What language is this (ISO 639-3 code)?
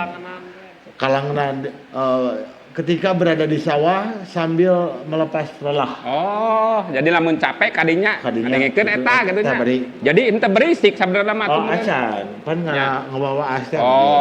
sun